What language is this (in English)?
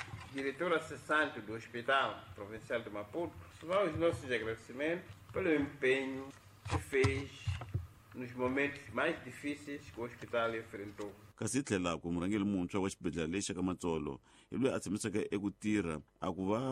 Tsonga